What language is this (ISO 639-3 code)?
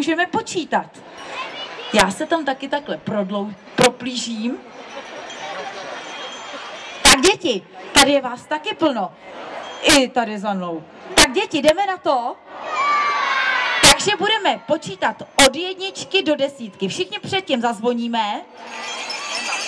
ces